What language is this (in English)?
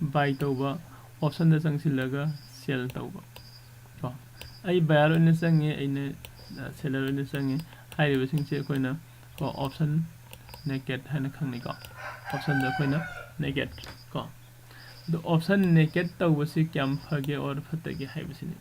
Manipuri